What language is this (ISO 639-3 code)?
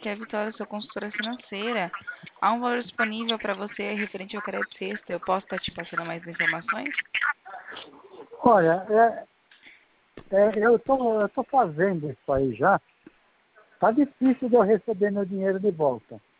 por